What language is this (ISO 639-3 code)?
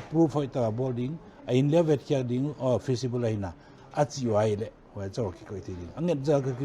pck